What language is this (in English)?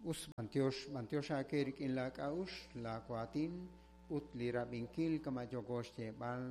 Kekchí